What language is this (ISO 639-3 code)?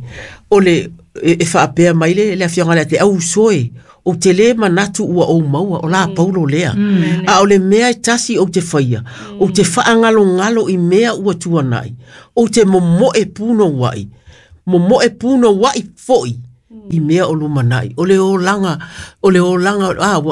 smo